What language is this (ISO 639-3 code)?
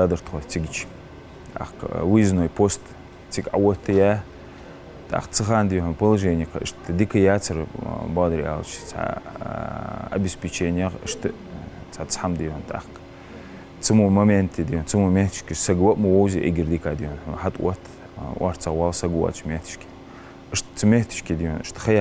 inh